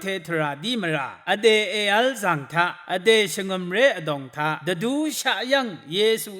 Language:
Rawang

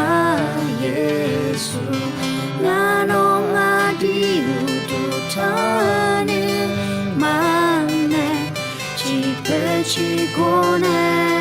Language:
Akha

